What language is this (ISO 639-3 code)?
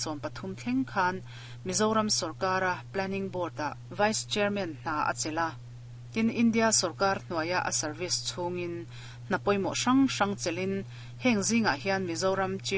lus